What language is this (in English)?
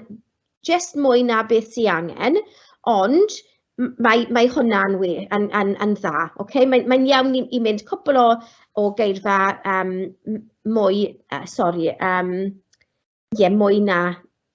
Welsh